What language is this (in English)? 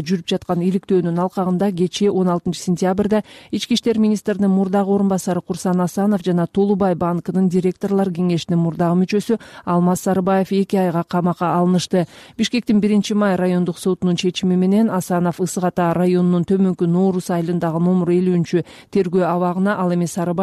Kyrgyz